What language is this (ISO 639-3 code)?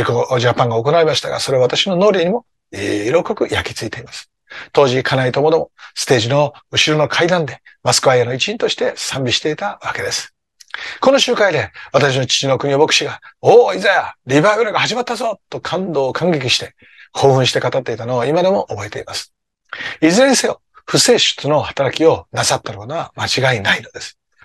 jpn